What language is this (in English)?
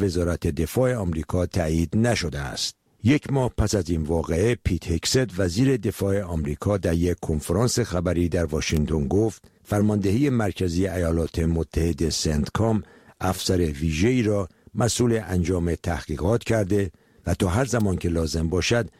Persian